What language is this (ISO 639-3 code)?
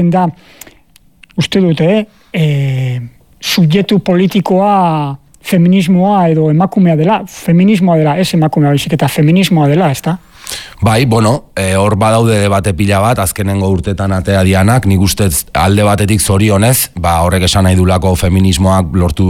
eus